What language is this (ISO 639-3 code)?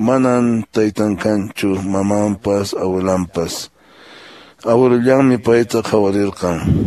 que